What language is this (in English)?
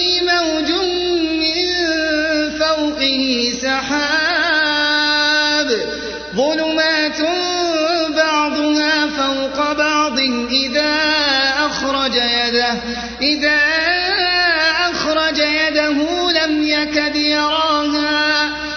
Arabic